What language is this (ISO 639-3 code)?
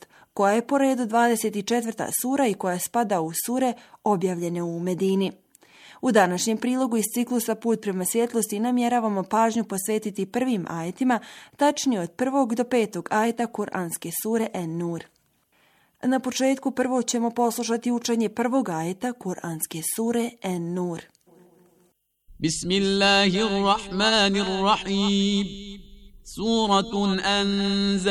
bos